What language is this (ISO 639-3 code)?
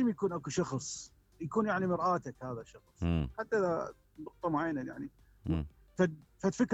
acm